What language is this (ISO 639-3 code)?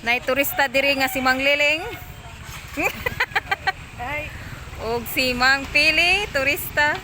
ceb